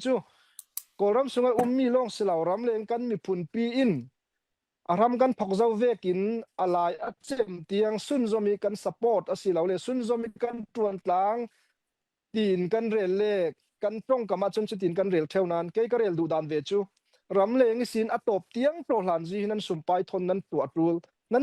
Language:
Falam Chin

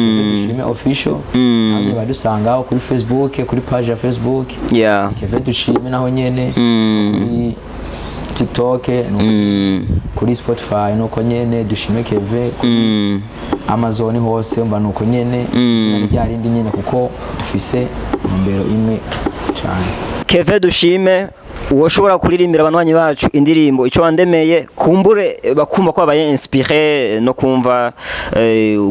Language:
Rundi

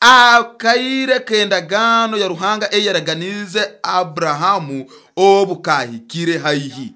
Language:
Nyoro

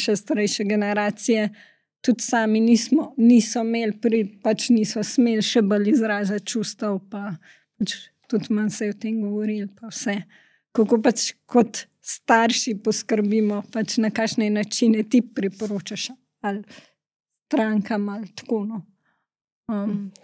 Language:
Slovenian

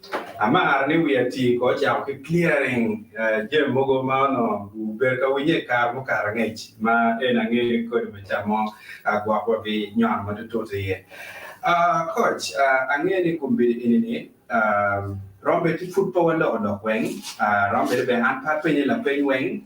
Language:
Acoli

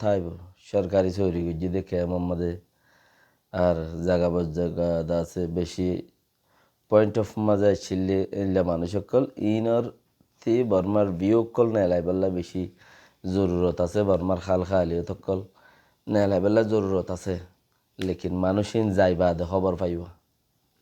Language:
Rohingya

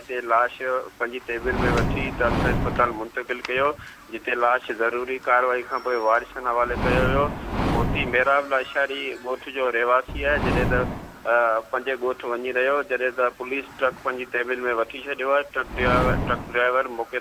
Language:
Sindhi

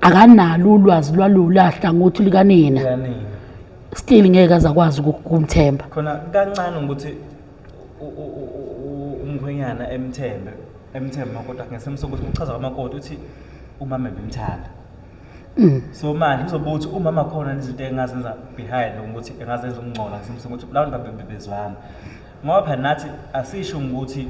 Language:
Zulu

